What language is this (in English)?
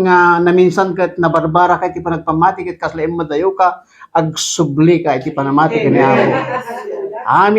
Iloko